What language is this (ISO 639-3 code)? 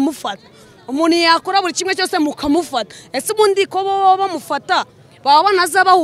kin